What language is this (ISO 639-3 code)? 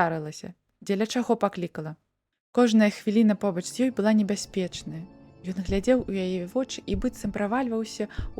bel